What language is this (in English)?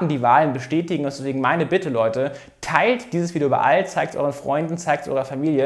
German